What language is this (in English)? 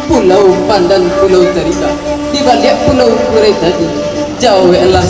Minangkabau